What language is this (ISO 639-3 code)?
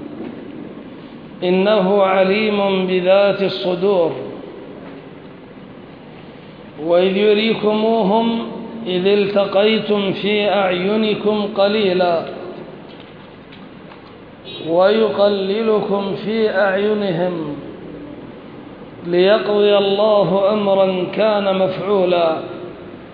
ara